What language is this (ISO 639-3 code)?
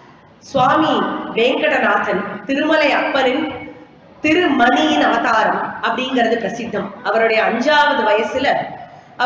tam